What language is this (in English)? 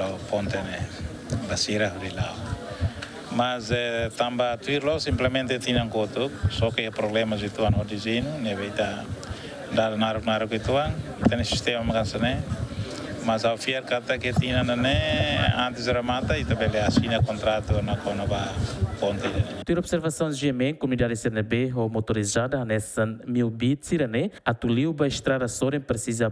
Tetum